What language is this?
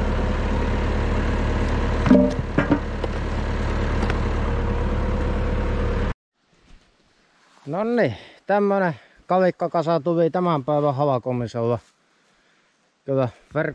Finnish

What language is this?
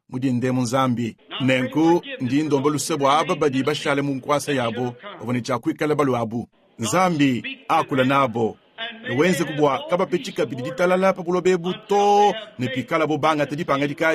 Luba-Lulua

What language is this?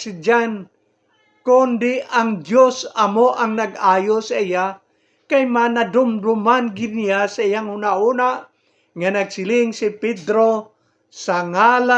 Hiligaynon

